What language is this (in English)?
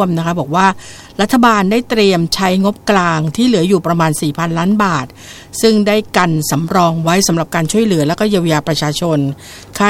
Thai